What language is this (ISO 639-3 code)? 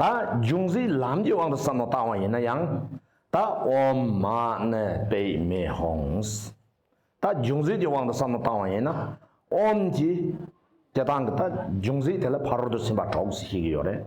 bod